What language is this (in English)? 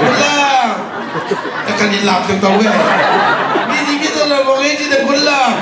Tedim Chin